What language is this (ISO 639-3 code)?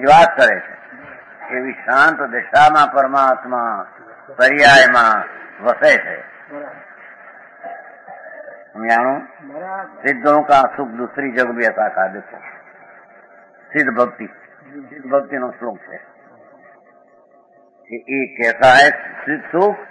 guj